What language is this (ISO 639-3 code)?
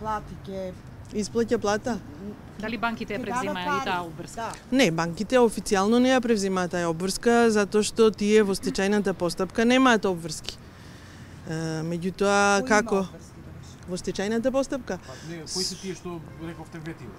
mkd